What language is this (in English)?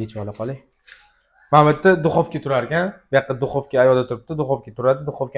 Uzbek